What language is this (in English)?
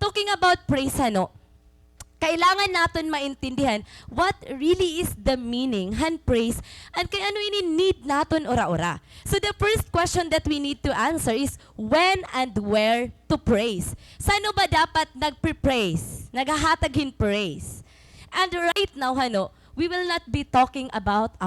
Waray